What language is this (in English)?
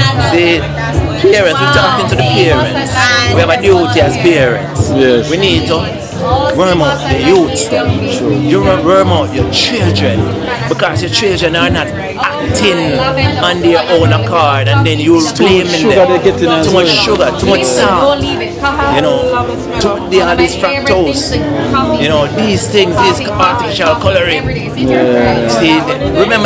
Jamaican Creole English